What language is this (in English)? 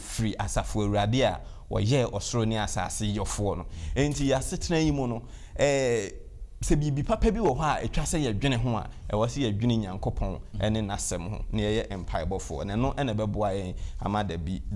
Akan